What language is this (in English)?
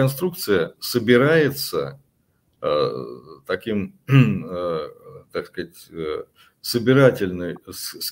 Russian